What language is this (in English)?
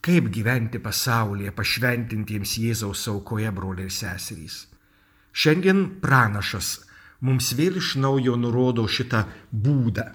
Lithuanian